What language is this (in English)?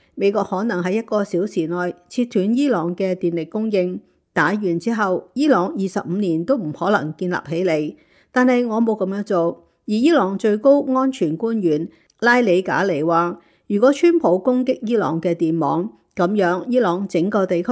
Cantonese